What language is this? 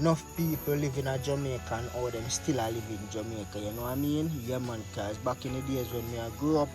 Jamaican Creole English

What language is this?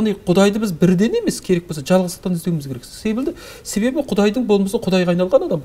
Kazakh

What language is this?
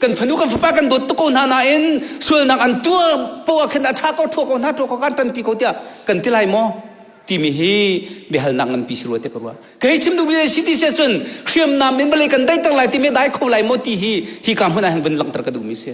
Hakha Chin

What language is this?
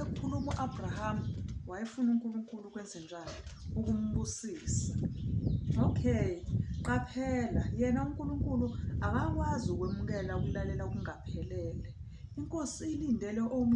Zulu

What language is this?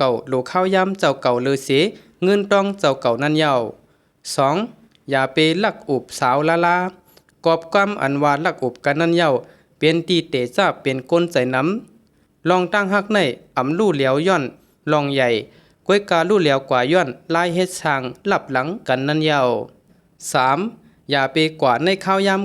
Shan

